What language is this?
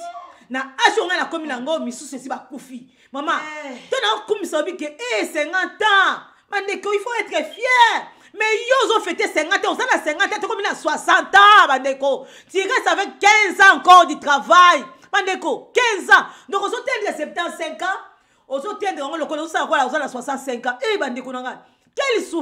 Lingala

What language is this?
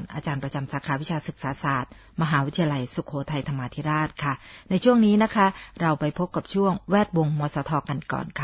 Thai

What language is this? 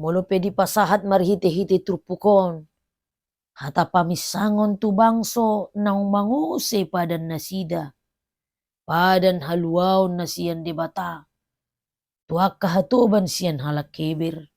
Batak Toba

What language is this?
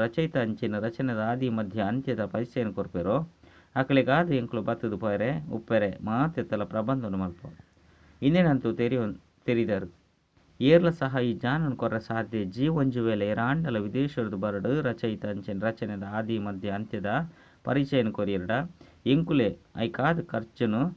Tulu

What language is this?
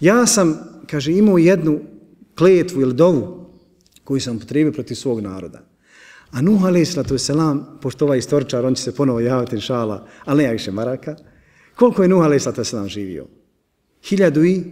Bosnian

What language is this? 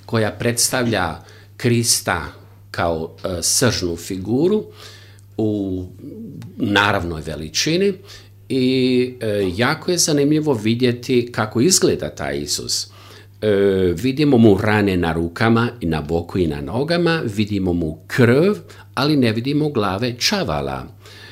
Croatian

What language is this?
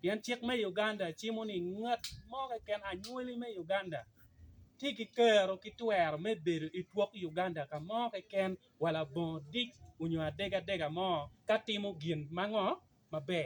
Acoli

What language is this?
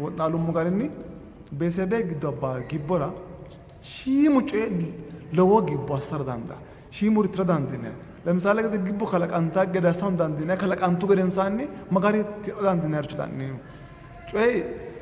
Sidamo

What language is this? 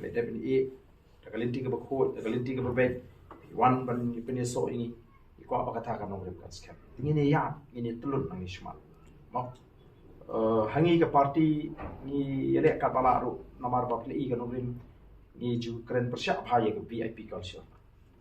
Khasi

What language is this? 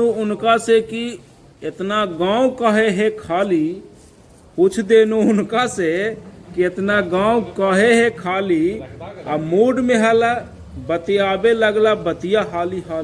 Magahi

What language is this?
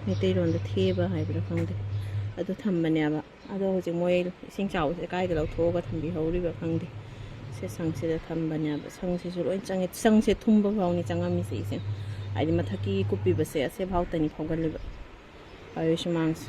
Manipuri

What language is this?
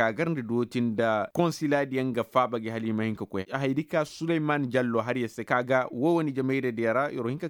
Koyraboro Senni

